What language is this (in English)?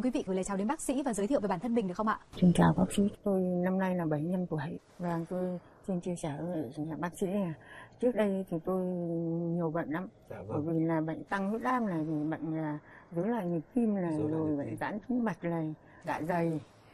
Vietnamese